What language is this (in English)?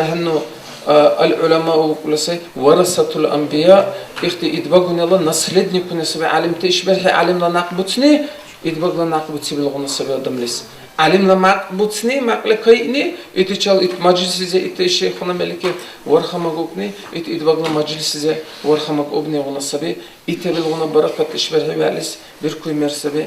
Dargwa